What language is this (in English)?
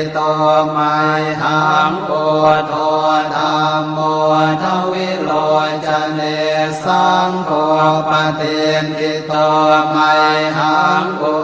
Pali